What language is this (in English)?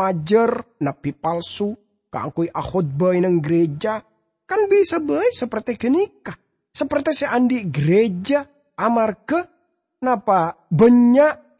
Madurese